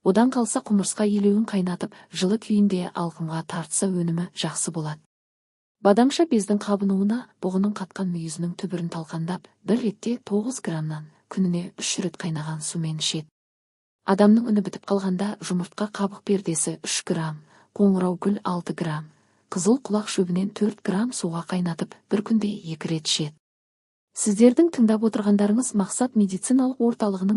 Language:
Kazakh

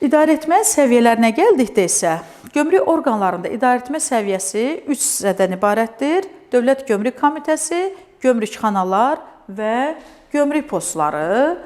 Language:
Azerbaijani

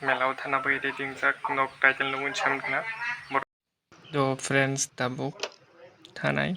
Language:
Kok Borok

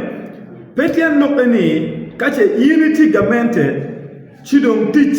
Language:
Acoli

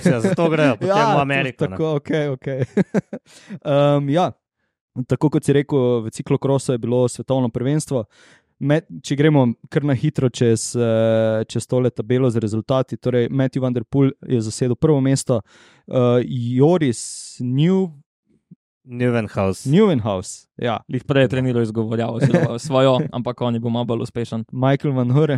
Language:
Slovenian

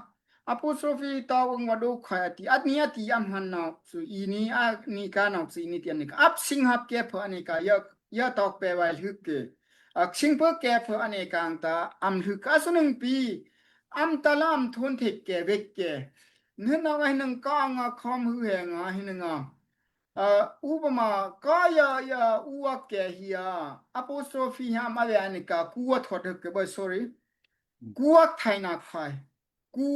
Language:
Daai Chin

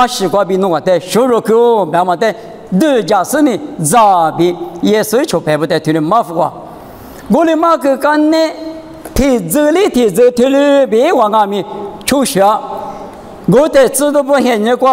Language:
Lisu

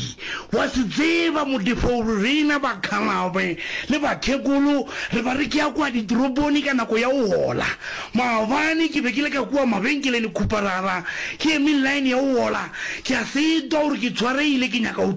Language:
Northern Sotho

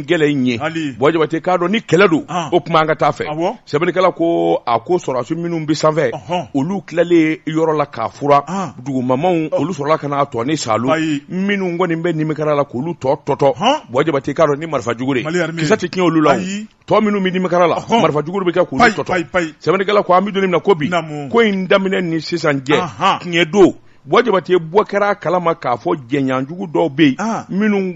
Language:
Bambara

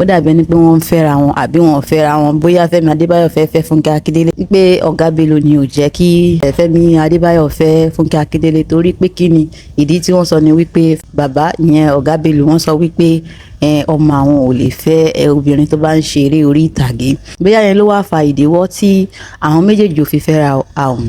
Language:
Yoruba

